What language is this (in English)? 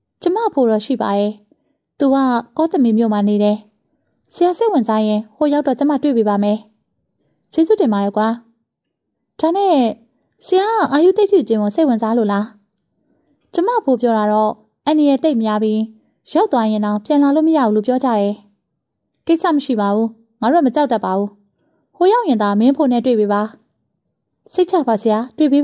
Burmese